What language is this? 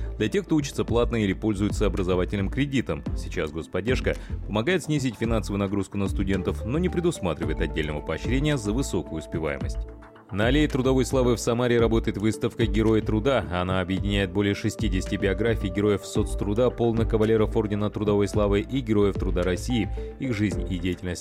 Russian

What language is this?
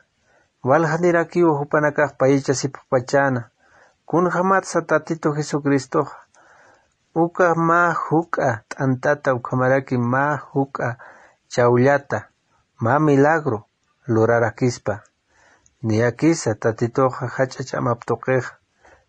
Aymara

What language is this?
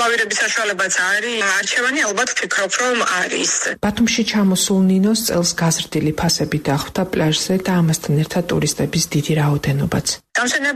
Georgian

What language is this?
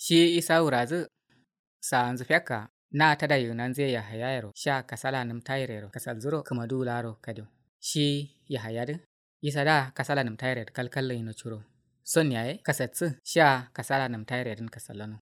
Kanuri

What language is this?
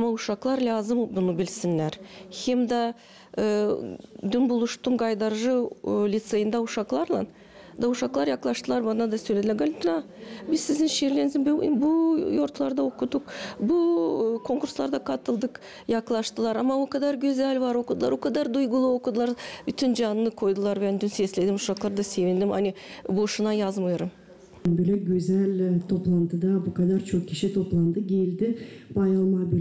Gagauz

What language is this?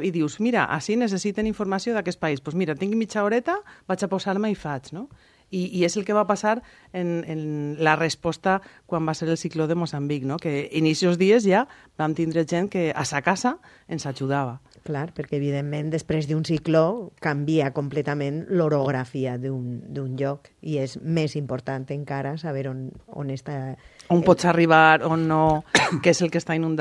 Catalan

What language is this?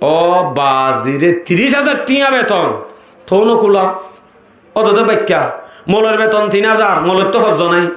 Rohingya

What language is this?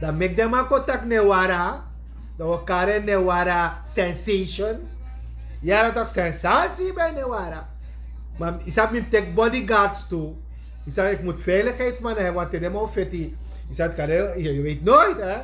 Sranan Tongo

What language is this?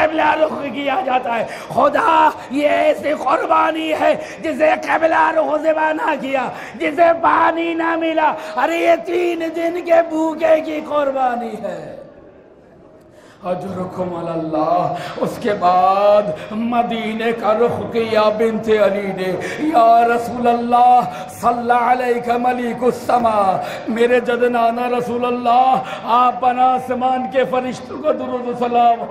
Urdu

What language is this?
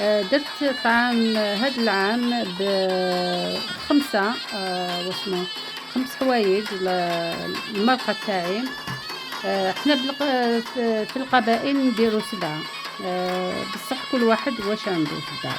Algerian Arabic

